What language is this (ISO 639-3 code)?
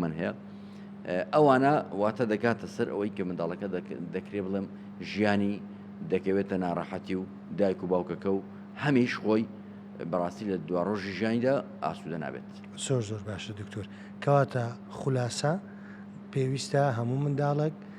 ckb